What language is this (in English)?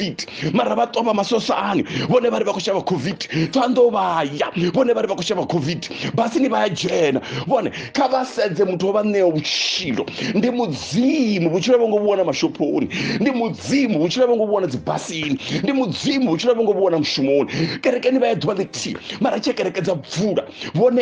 Venda